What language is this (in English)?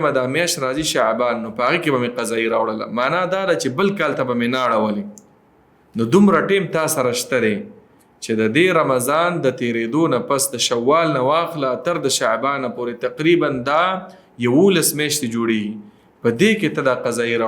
Pashto